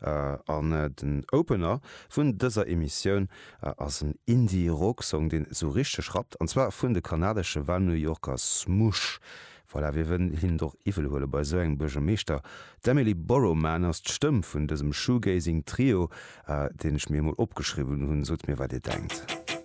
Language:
Luxembourgish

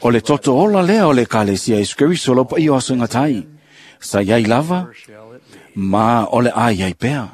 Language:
Samoan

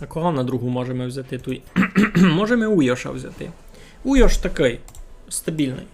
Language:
Rusyn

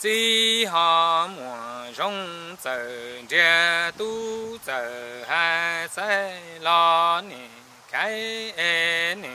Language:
Hmong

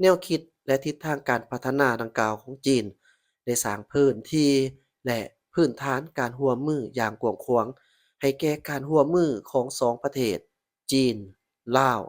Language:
Lao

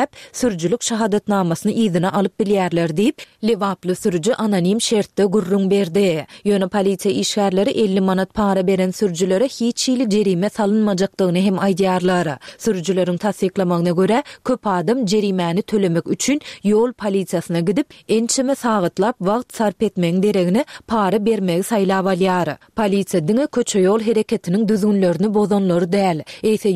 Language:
Turkmen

